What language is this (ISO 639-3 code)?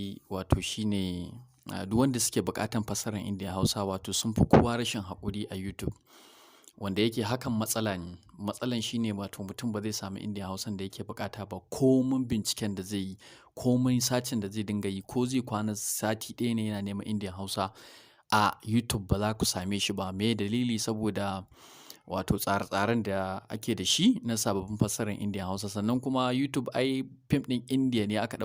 hau